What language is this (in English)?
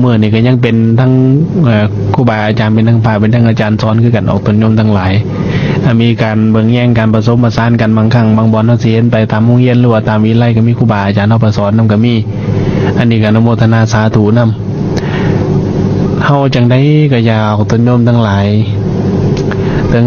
Lao